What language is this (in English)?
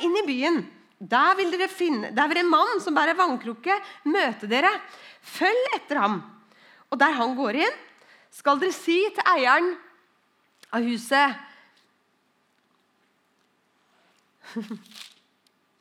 Norwegian